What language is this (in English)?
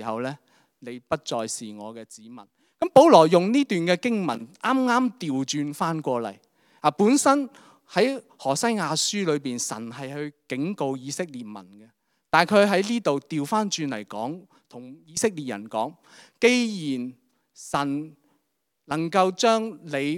Cantonese